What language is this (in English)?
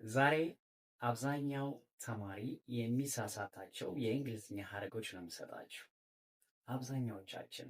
Amharic